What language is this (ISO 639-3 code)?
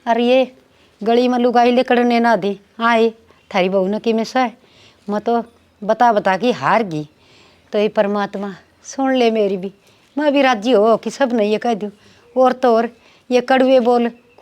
bgc